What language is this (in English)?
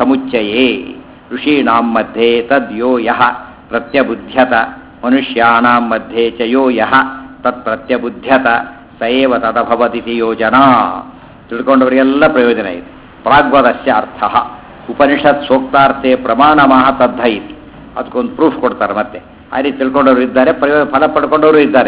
Kannada